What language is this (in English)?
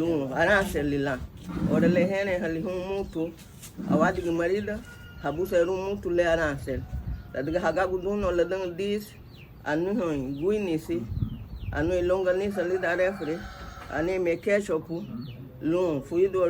Garifuna